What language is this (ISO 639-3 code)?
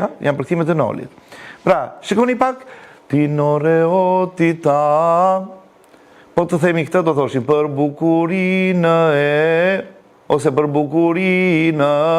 sqi